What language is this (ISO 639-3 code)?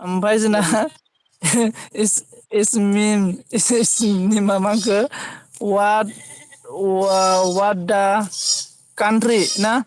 brx